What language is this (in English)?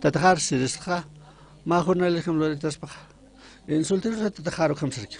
Aymara